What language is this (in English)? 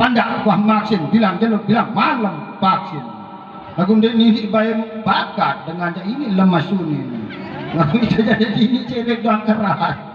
Sasak